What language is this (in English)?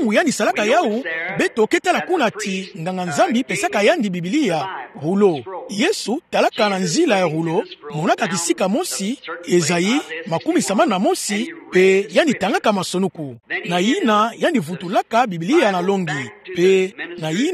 Kituba (Democratic Republic of Congo)